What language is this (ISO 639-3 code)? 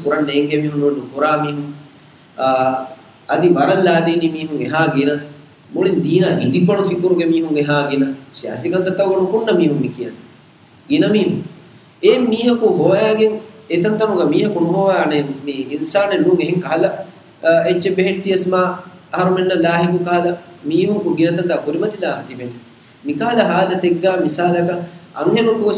div